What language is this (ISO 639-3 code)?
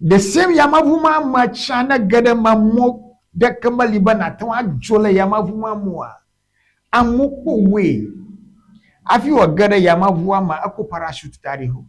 ewe